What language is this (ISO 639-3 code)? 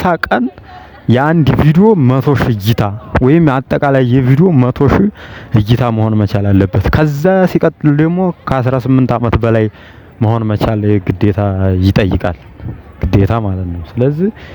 amh